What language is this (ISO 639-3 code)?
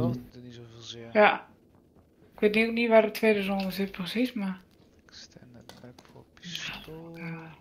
nld